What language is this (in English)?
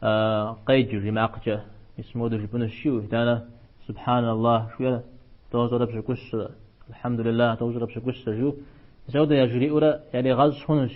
Kabardian